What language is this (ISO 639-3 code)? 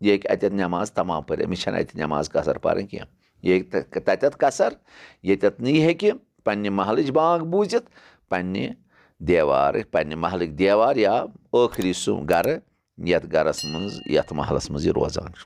kas